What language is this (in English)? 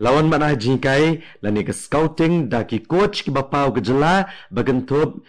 Khasi